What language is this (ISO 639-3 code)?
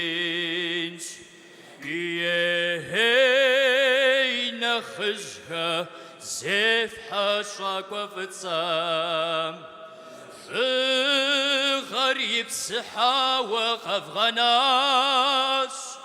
kbd